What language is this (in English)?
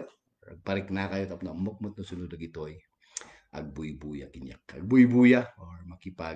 Iloko